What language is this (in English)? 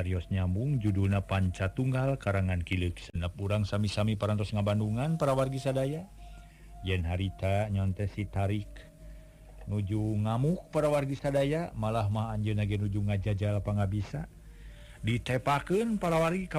Sundanese